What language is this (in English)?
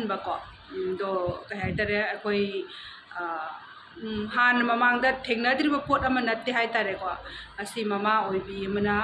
Manipuri